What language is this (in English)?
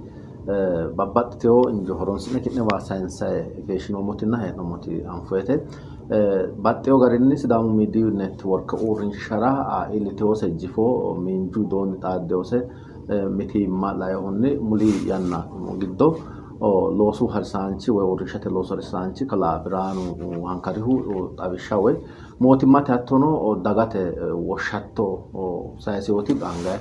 Sidamo